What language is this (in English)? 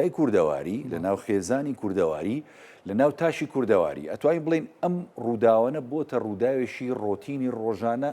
Central Kurdish